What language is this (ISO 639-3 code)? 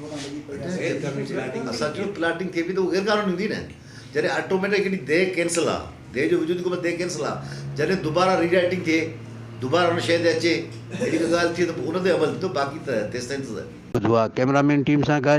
snd